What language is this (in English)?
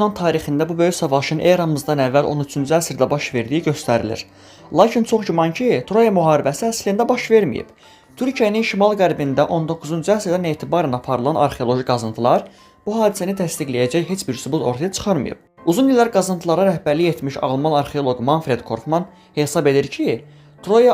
Azerbaijani